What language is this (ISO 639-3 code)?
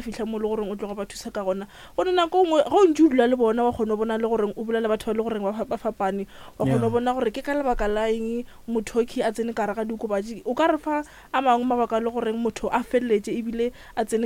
nso